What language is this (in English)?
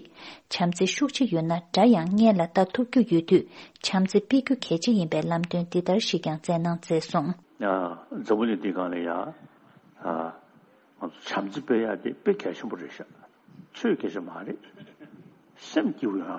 Tibetan